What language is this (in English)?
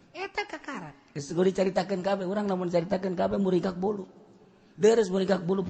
Sundanese